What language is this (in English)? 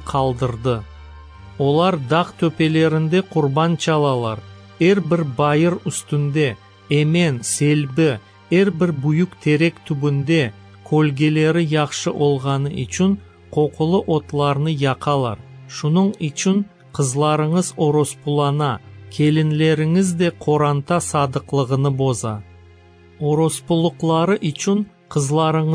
Crimean Tatar